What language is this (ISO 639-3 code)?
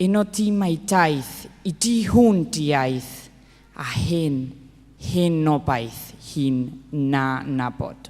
cym